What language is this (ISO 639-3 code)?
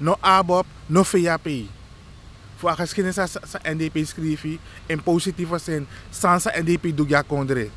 srn